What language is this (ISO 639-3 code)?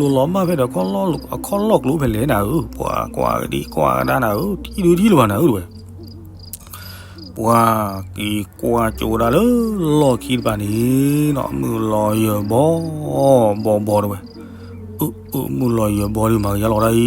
ksw